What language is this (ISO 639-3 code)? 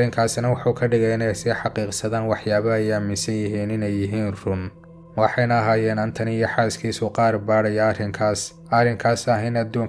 som